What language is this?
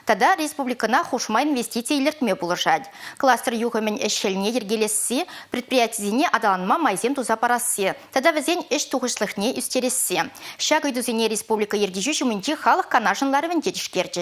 Chuvash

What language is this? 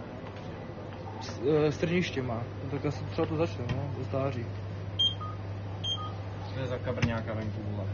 Czech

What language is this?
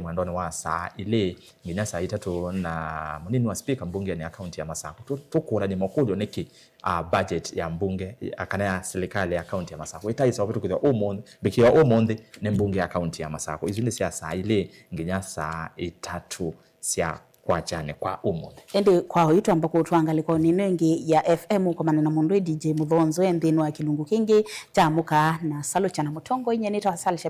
Kamba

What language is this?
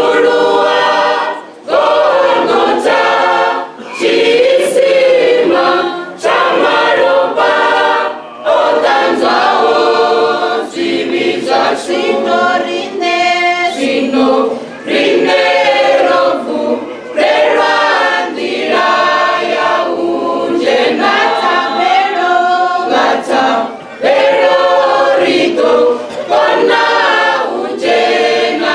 Venda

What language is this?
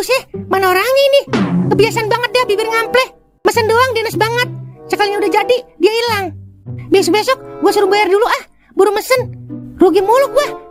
Betawi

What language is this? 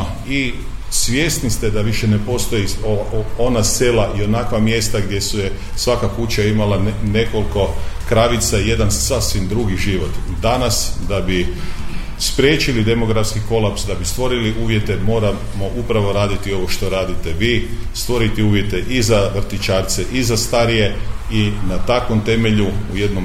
Croatian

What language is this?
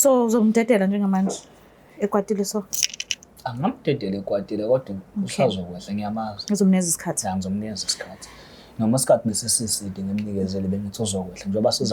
Zulu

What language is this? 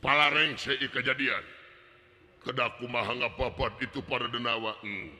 Sundanese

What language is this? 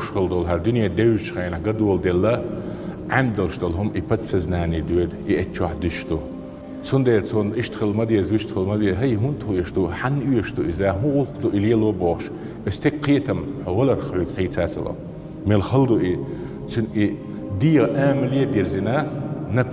Chechen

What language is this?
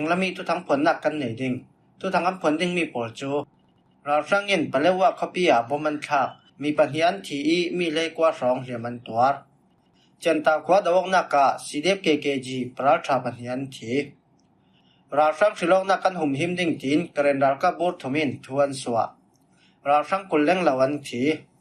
Falam Chin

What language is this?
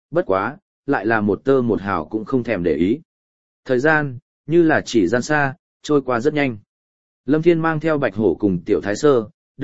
Vietnamese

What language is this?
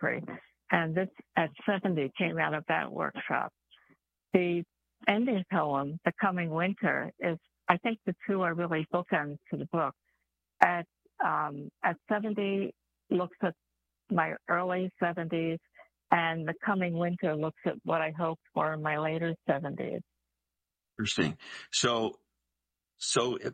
English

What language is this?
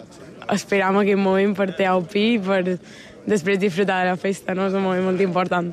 Catalan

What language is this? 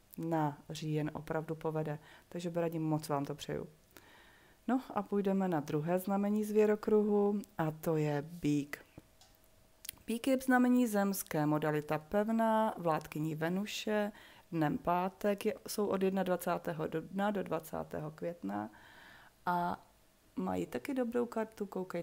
Czech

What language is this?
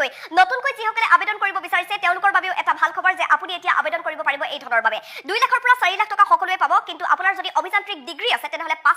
Assamese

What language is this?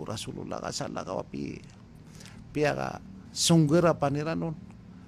Maranao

